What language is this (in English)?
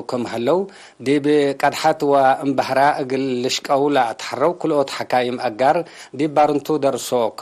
Tigre